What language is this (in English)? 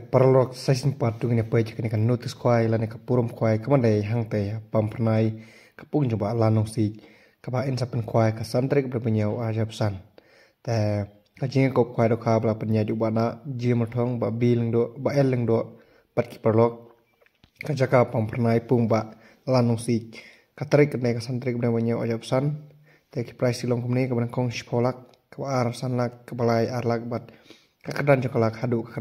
Khasi